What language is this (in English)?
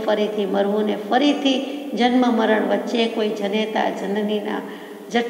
Gujarati